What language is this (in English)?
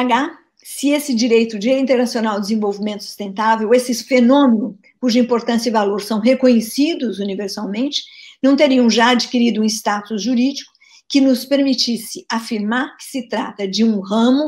Portuguese